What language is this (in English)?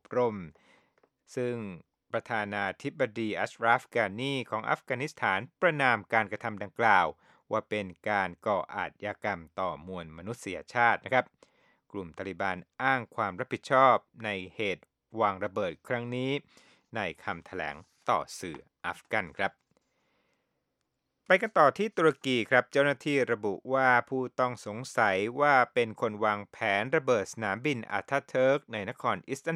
Thai